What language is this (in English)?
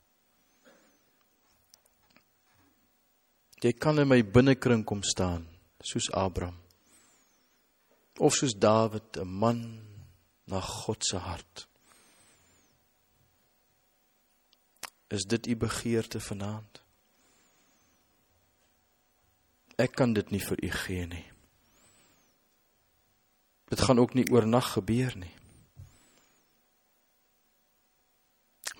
Afrikaans